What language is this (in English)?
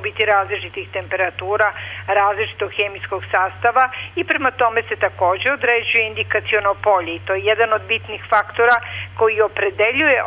Serbian